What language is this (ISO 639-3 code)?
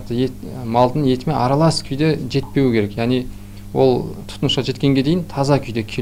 kaz